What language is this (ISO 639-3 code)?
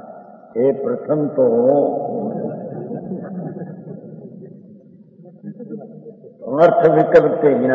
guj